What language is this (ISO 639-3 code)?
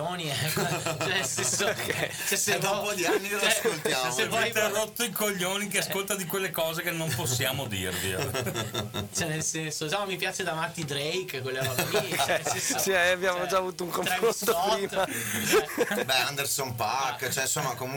ita